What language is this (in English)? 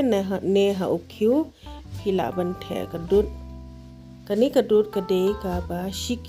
Khasi